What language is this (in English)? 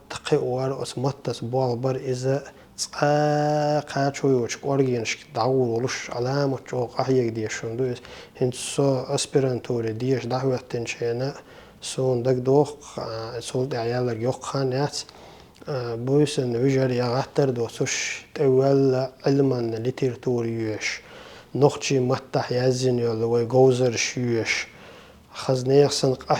Chechen